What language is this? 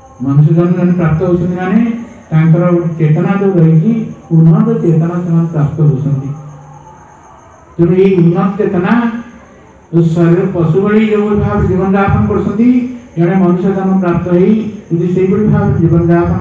Odia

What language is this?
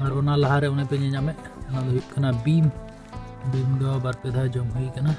Santali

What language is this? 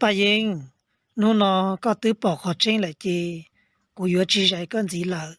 Hmong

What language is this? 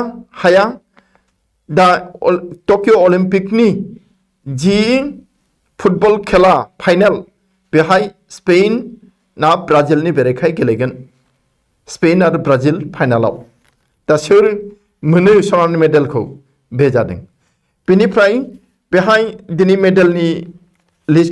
Bodo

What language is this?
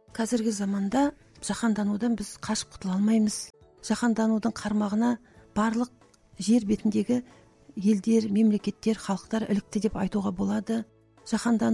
Kazakh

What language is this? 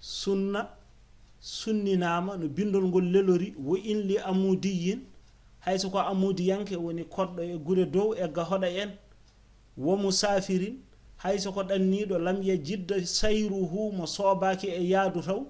Fula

